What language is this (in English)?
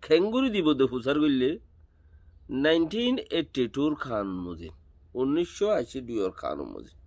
Rohingya